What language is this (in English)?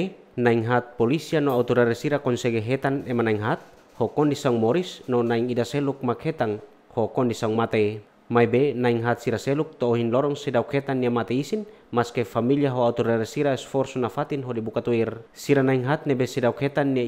Tetum